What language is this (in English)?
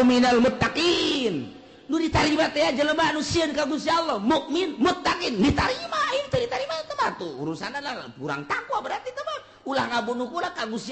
Sundanese